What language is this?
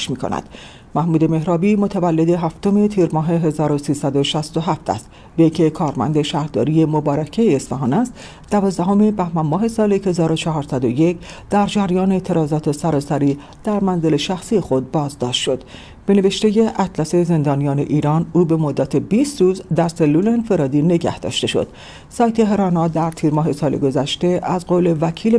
Persian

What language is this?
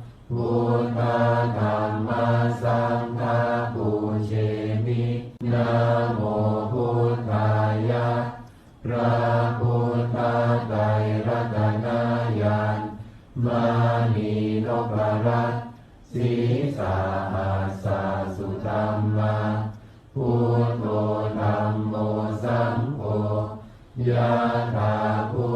Pali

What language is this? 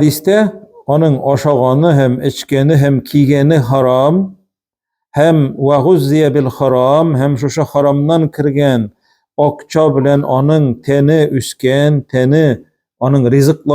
Tatar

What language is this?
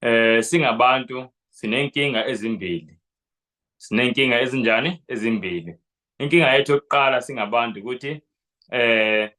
Zulu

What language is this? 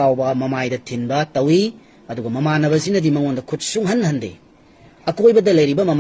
Manipuri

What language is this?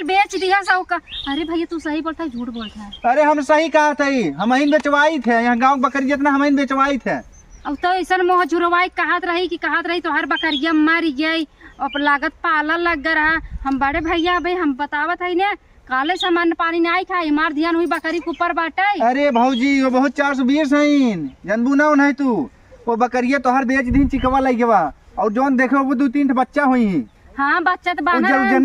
Awadhi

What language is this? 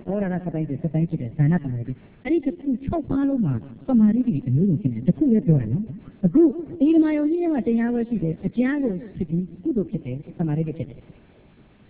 Burmese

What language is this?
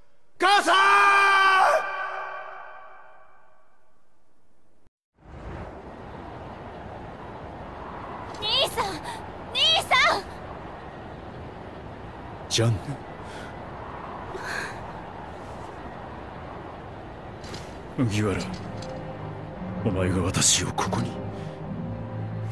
Japanese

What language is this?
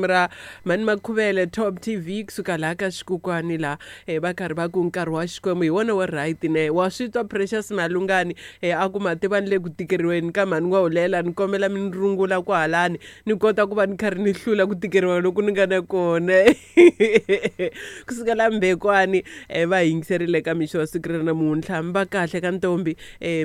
Tsonga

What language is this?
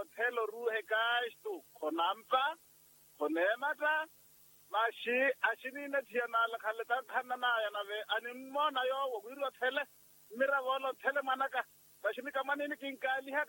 Makhuwa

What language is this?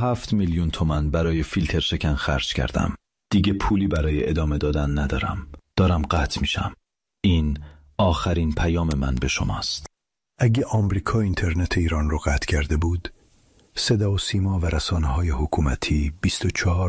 Persian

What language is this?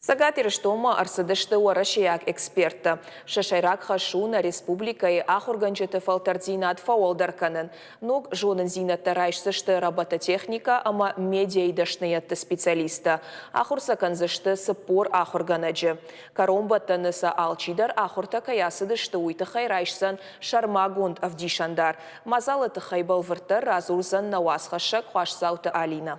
Ossetic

